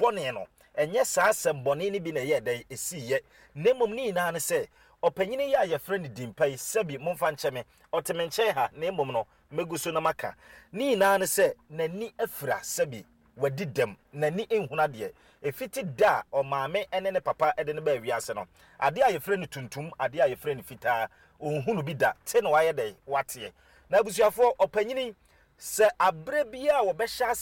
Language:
Akan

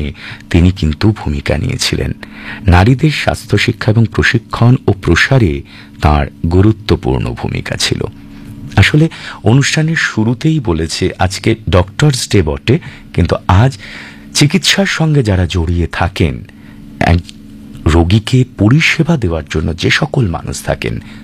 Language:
Bangla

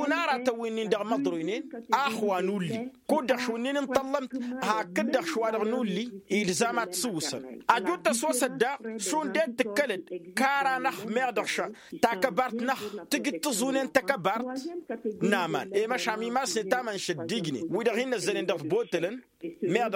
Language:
Tamasheq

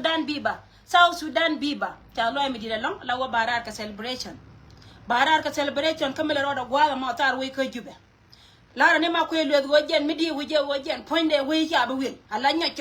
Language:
Nuer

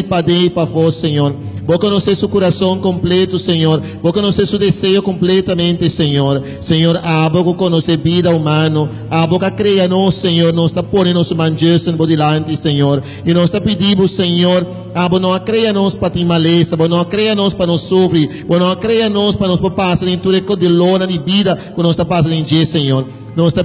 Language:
Papiamento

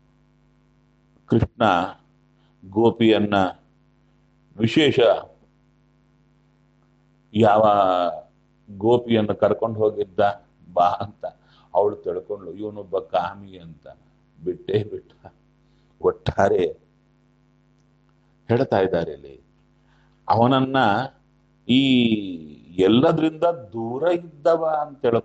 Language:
Kannada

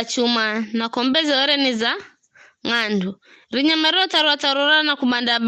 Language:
Giryama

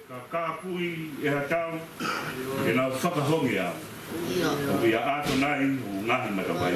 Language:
Tongan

